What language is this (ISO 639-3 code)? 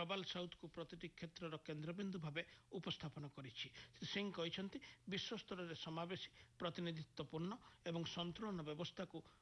ori